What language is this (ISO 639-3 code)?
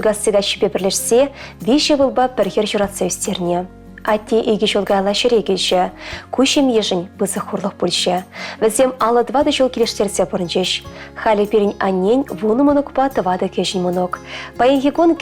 chv